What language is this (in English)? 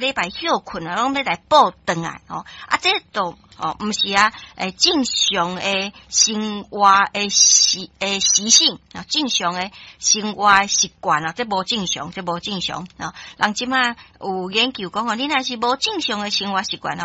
Min Nan Chinese